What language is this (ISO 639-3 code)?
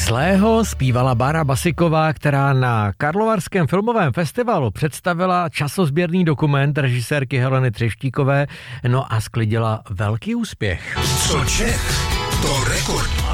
ces